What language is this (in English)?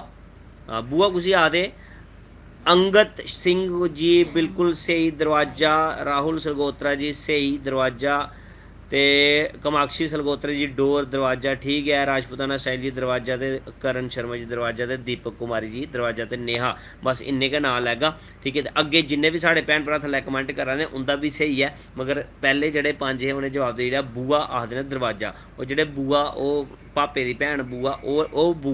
Dogri